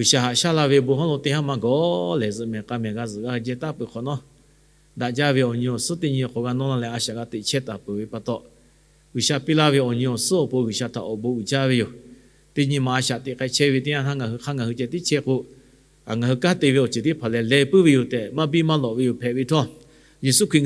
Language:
Lahu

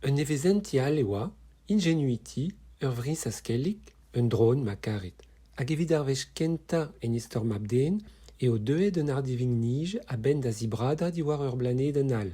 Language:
Breton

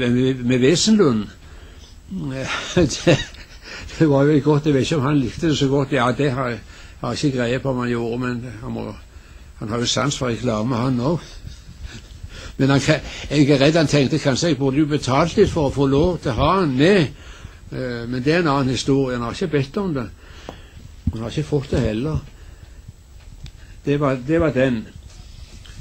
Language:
Norwegian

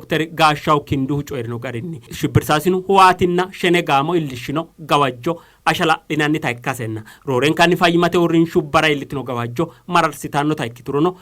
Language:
Sidamo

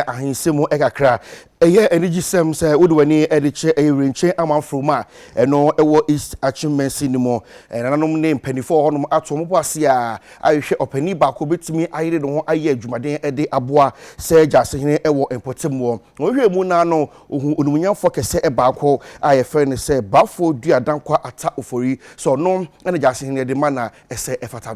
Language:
Akan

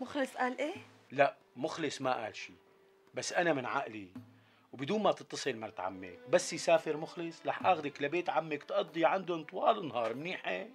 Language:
North Levantine Arabic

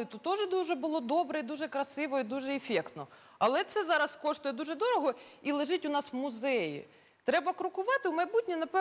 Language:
Ukrainian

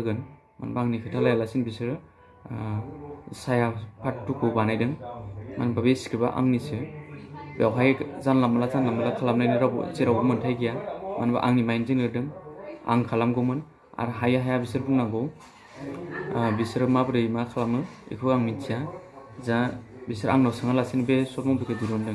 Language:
Bodo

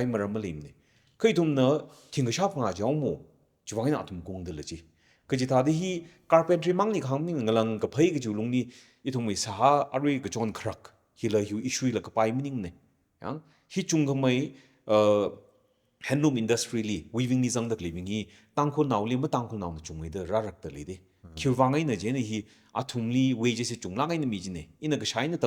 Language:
Tangkhul Naga (India)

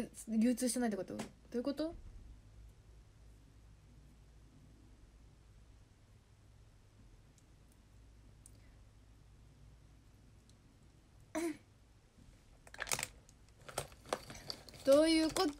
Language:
Japanese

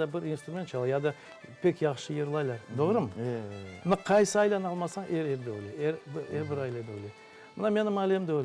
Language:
Crimean Tatar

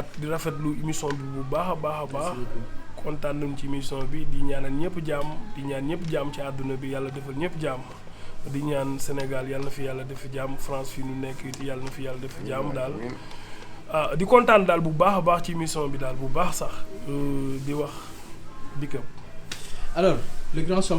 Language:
Wolof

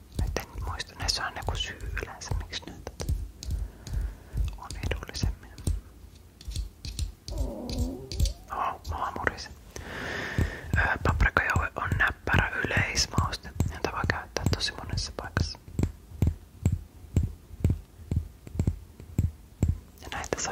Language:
Finnish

